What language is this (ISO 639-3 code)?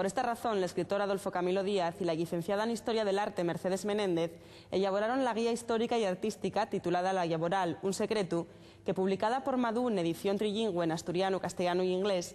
ast